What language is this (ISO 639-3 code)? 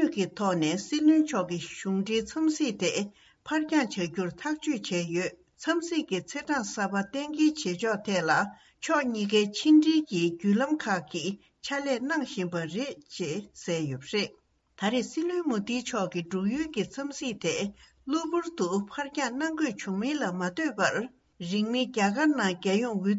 bod